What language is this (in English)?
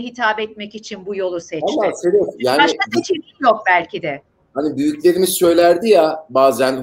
Turkish